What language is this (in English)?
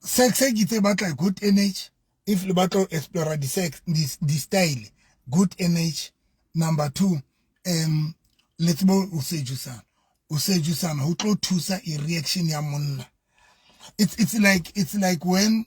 Southern Sotho